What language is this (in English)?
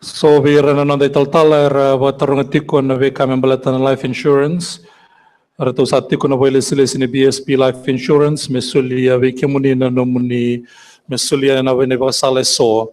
Fijian